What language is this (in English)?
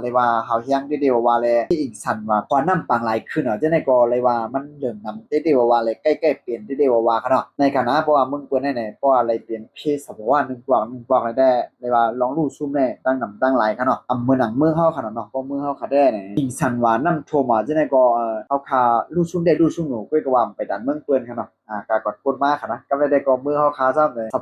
Shan